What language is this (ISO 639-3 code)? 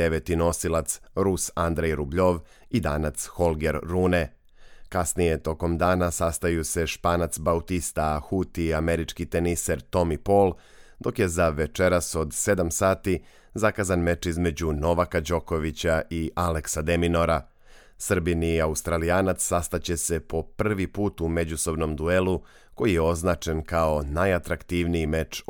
srp